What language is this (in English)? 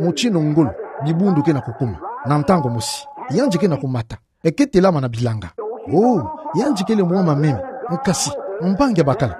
Kituba (Democratic Republic of Congo)